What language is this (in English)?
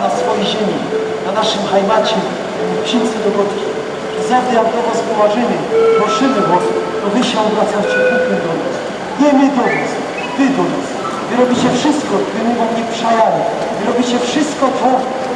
Silesian